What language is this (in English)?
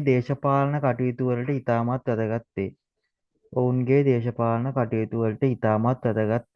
Sinhala